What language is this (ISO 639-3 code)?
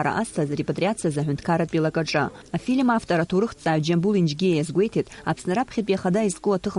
abk